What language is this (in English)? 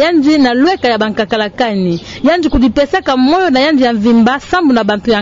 Kituba (Democratic Republic of Congo)